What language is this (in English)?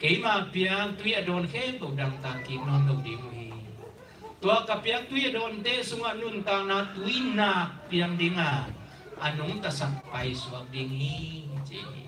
Tedim Chin